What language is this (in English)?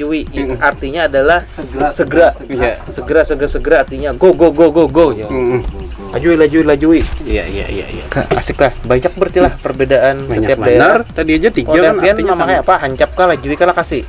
Banjar